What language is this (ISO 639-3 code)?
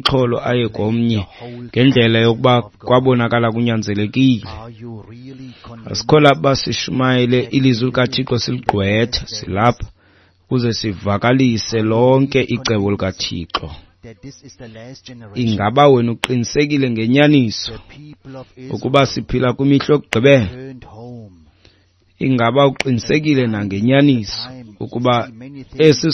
xho